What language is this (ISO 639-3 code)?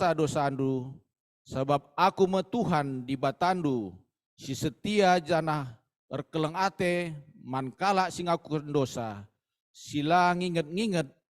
btx